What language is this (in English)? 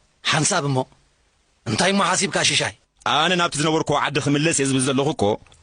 Tigrinya